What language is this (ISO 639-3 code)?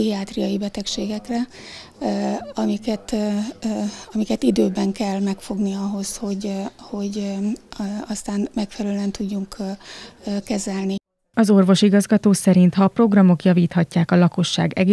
hun